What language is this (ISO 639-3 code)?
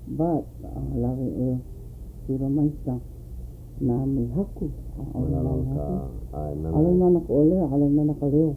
haw